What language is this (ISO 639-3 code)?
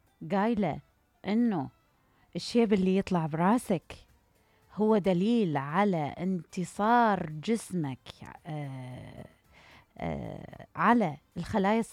acm